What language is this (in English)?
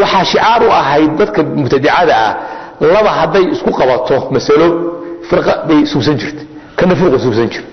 Somali